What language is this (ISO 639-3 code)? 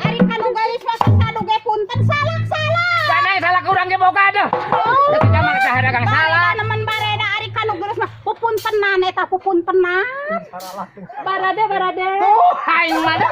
sun